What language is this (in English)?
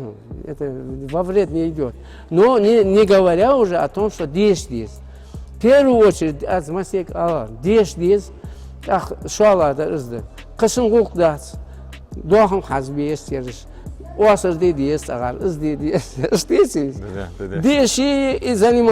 Ingush